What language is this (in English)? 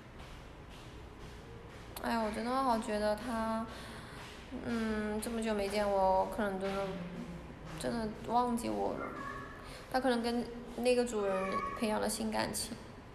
Chinese